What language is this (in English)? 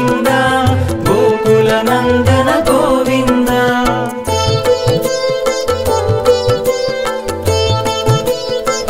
Telugu